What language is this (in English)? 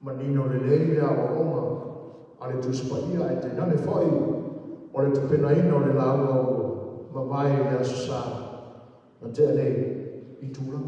Samoan